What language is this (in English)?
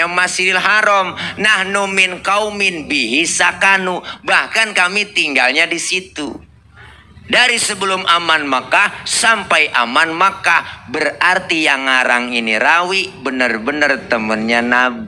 Betawi